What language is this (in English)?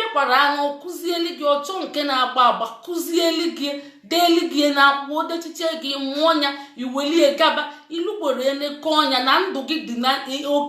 Igbo